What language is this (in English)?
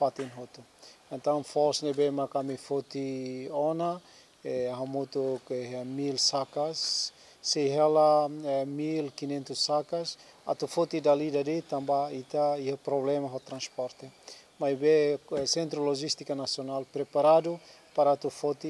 Tetum